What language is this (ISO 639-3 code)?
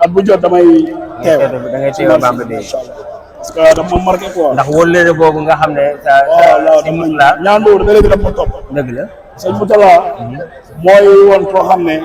wol